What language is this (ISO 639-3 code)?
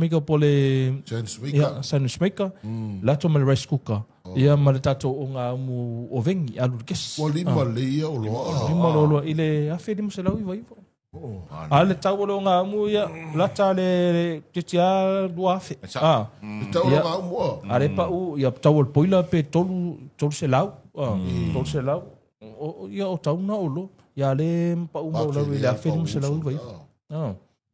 smo